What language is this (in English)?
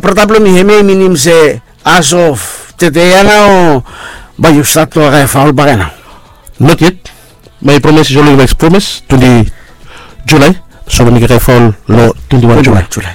Bislama